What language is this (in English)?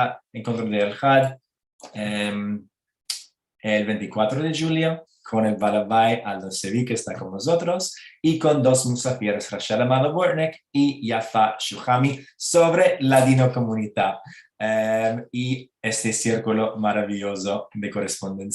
Ladino